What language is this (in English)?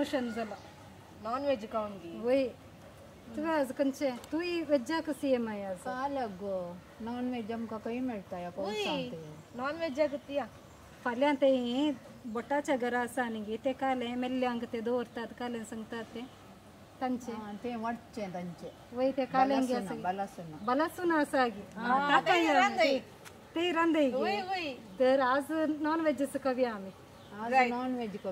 Konkani